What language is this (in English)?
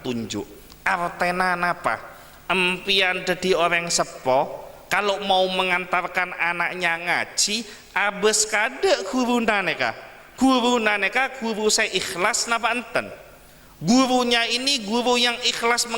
Madurese